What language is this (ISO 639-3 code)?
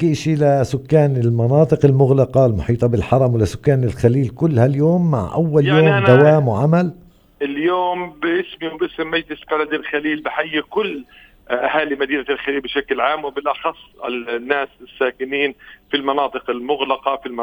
apc